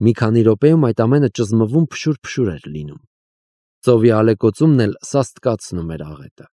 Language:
Armenian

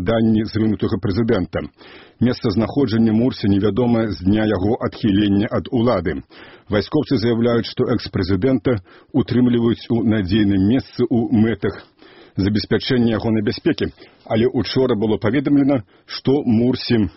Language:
Belarusian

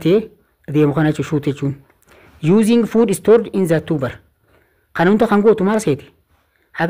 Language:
Oromo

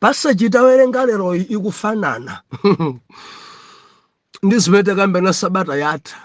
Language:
Nyanja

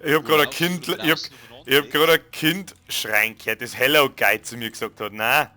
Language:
Bavarian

